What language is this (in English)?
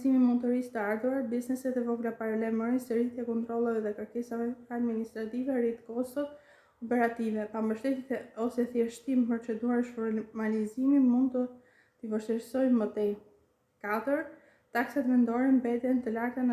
Albanian